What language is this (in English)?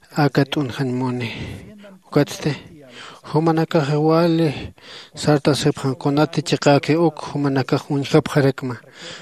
Aymara